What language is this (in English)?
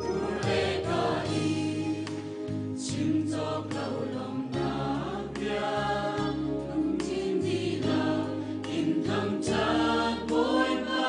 Hakha Chin